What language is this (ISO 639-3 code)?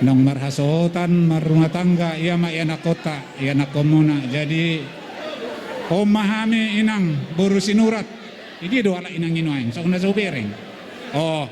bbc